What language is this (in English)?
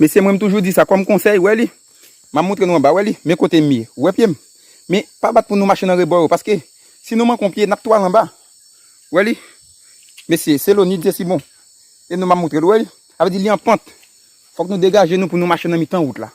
Haitian Creole